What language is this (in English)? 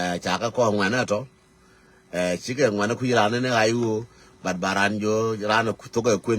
Nuer